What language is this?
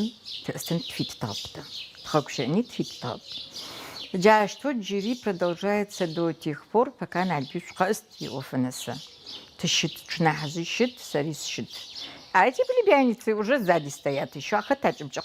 Adyghe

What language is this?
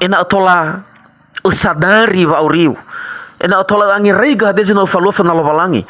Nias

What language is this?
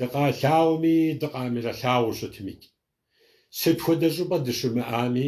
Kabardian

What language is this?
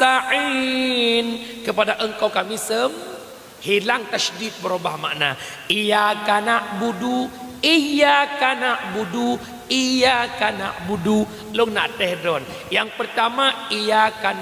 Achinese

